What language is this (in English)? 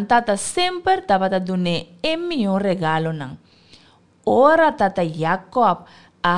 Papiamento